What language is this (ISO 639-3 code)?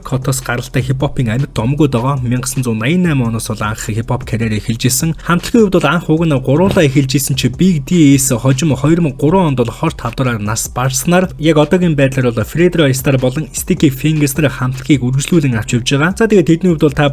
mon